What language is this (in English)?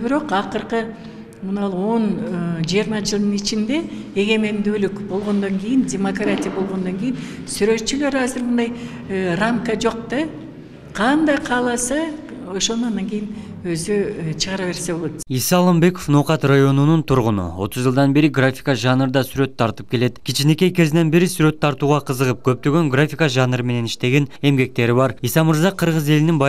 Kyrgyz